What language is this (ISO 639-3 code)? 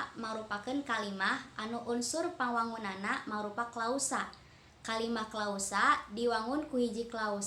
sun